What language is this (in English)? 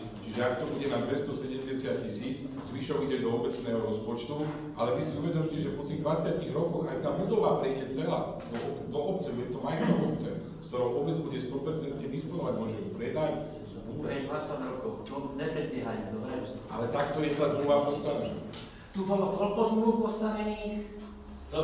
Slovak